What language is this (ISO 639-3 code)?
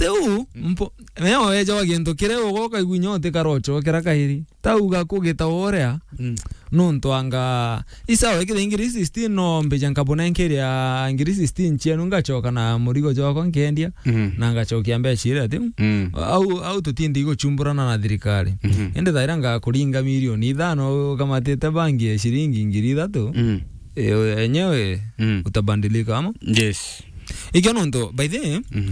mer